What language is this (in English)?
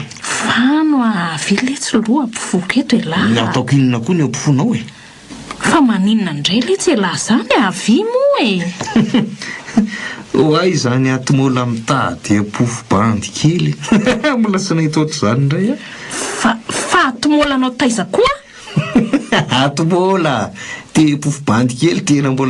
Malagasy